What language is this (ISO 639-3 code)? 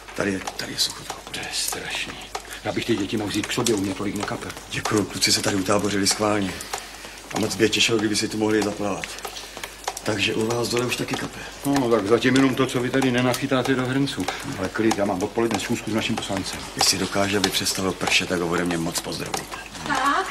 ces